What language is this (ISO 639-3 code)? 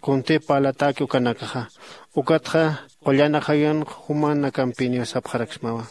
aym